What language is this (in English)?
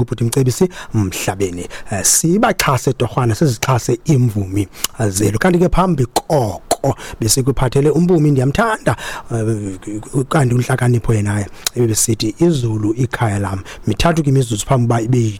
Xhosa